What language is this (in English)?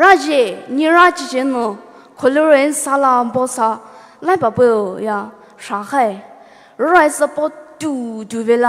Poumei Naga